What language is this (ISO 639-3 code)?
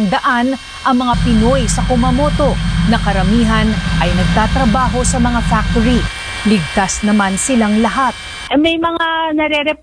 fil